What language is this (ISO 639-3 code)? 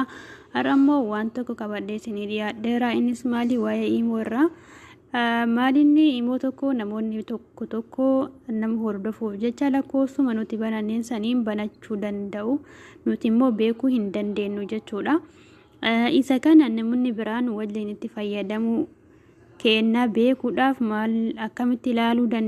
orm